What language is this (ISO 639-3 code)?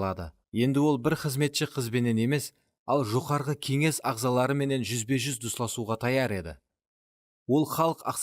kaa